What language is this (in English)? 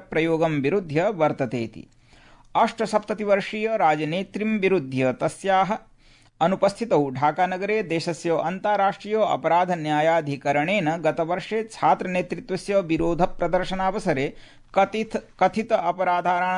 Sanskrit